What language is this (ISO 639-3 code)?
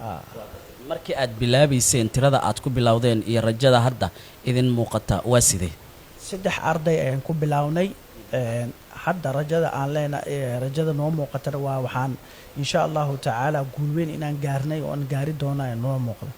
som